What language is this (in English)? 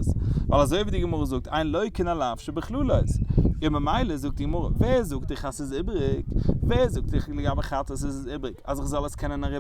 Yiddish